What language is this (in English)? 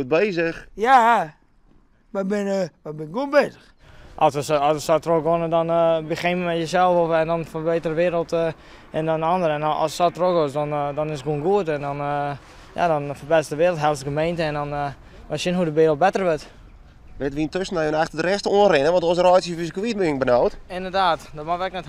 Western Frisian